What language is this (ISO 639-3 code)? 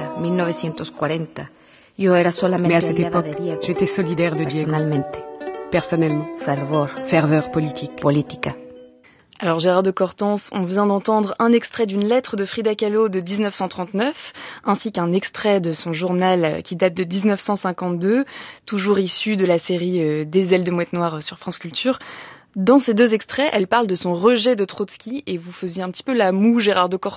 fra